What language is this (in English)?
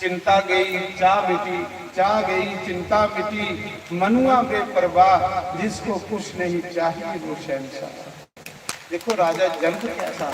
Dogri